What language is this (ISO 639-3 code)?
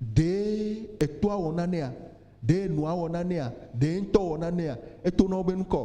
ewe